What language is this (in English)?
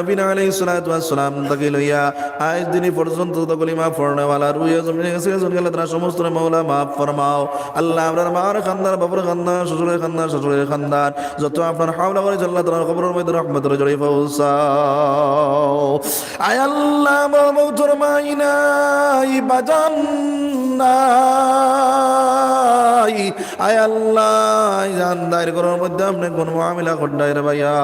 Sylheti